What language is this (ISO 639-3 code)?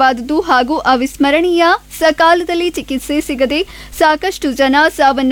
kan